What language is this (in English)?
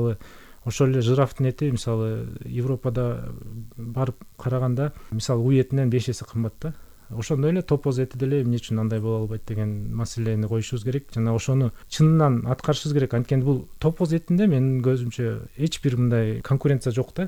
Kyrgyz